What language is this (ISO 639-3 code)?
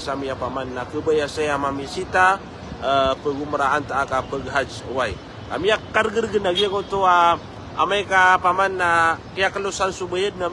mrw